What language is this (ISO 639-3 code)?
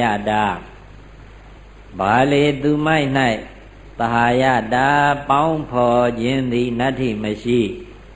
mya